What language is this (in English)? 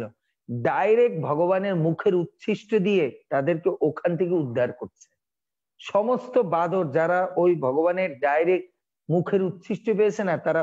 Bangla